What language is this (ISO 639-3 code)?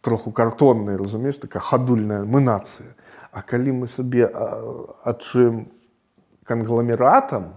bel